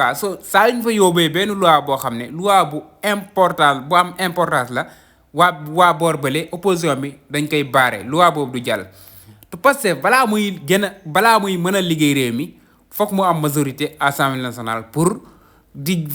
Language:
Wolof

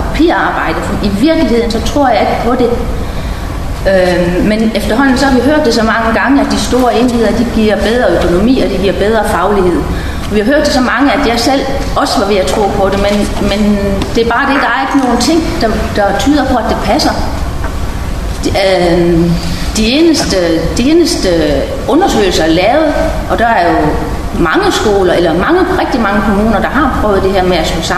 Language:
Danish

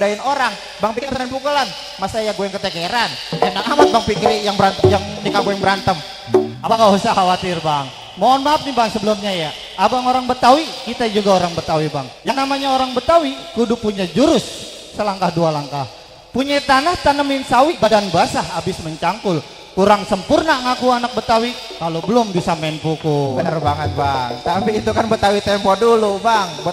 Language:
Betawi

